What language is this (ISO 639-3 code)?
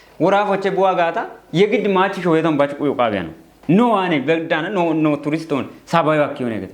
kbr